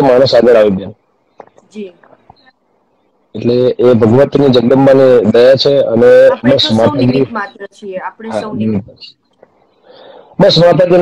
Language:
Gujarati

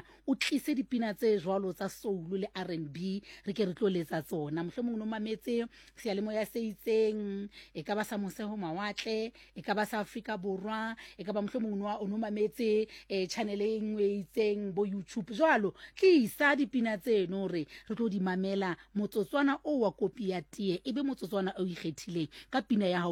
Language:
Southern Sotho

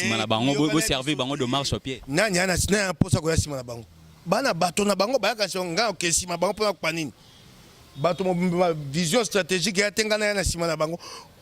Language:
Lingala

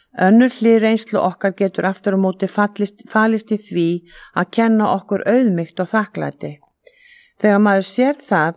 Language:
Icelandic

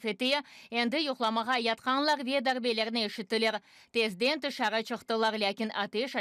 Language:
Crimean Tatar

